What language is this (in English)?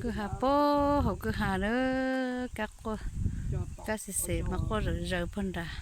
Hmong